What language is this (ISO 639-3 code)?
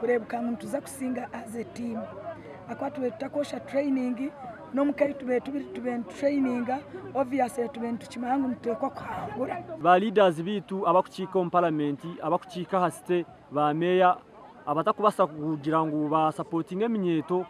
nyn